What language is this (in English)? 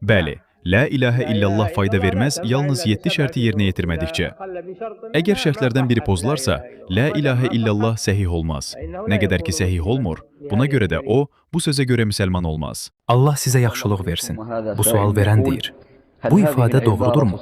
Azerbaijani